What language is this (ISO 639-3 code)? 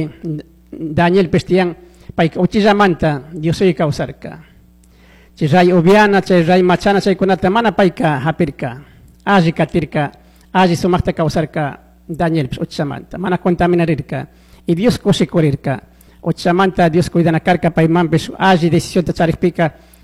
qug